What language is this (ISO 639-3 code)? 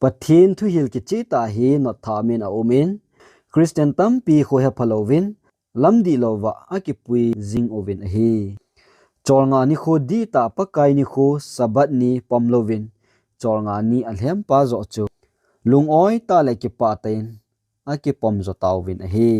tcz